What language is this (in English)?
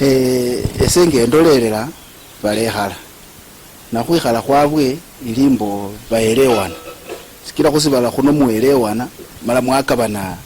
Luyia